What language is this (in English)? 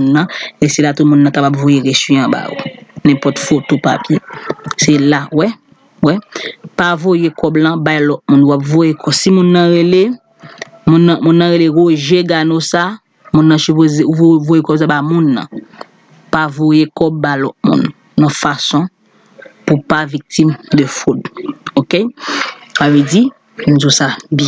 Haitian Creole